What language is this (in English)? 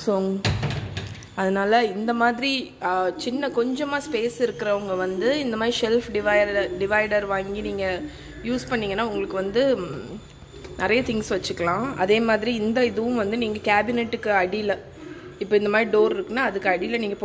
Tamil